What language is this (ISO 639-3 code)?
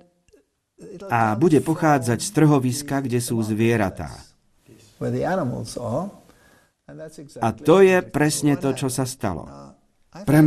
slk